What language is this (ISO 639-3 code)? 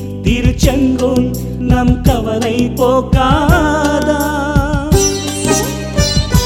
tam